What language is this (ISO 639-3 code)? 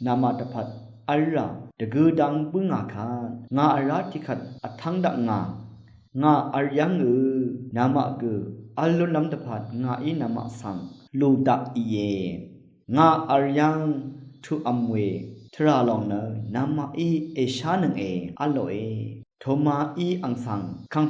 raw